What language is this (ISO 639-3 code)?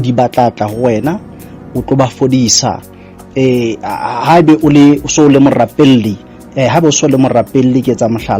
sot